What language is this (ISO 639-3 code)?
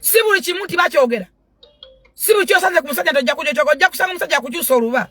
lug